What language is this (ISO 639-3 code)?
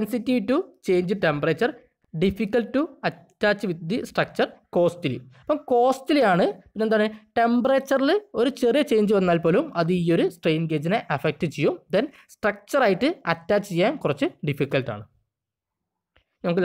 mal